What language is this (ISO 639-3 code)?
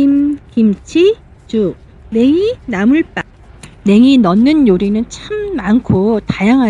kor